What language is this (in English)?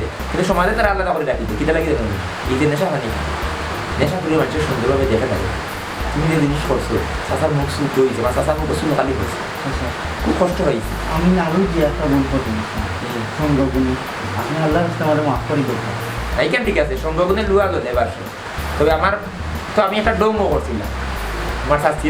Sylheti